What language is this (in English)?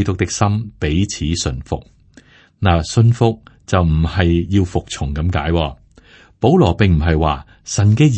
Cantonese